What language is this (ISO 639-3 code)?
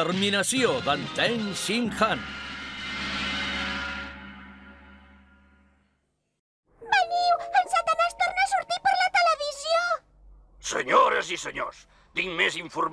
cat